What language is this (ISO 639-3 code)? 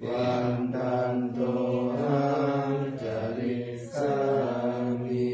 pli